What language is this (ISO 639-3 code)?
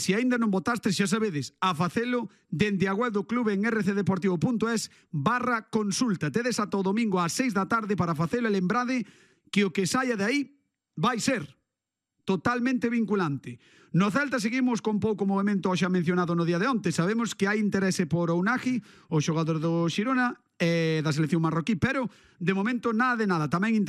glg